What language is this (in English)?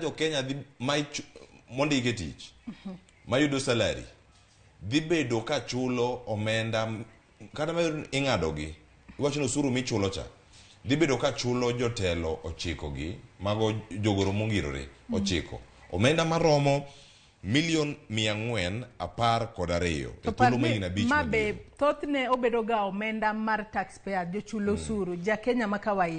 Luo (Kenya and Tanzania)